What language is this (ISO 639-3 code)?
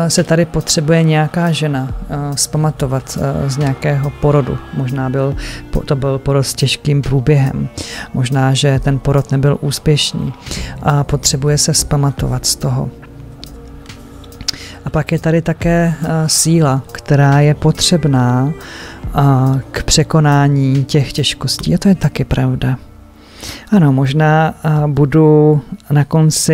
ces